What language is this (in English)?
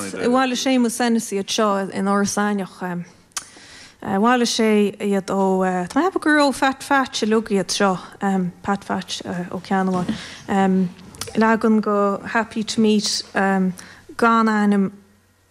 Irish